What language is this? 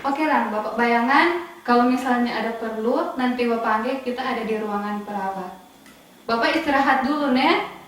Manado Malay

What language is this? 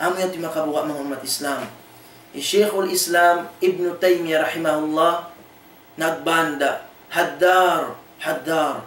Tausug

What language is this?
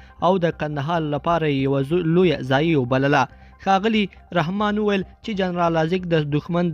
Pashto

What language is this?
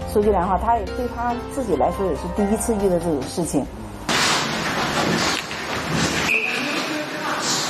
Chinese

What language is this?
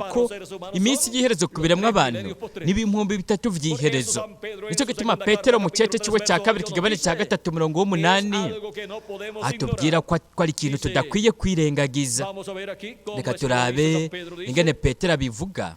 Rundi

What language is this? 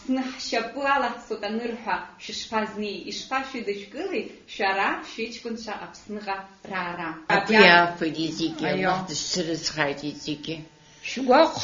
Abkhazian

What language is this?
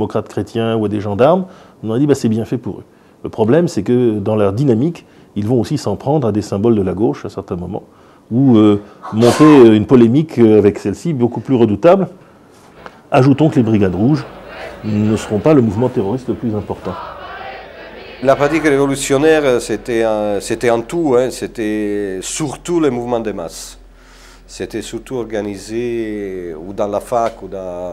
French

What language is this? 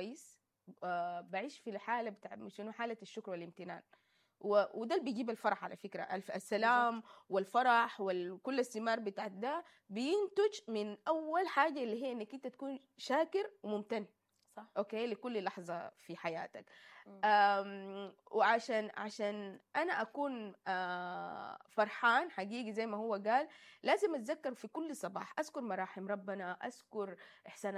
Sudanese Arabic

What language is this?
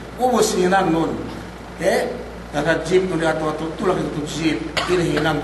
Yakan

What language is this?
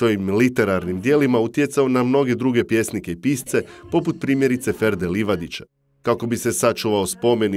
Croatian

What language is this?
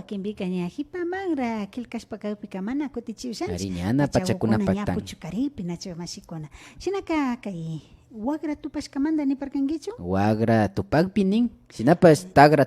Imbabura Highland Quichua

